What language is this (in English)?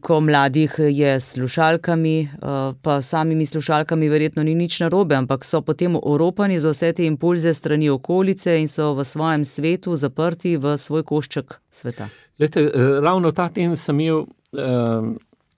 Slovenian